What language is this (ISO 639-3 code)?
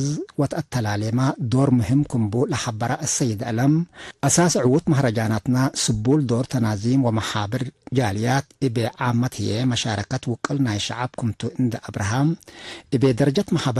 tig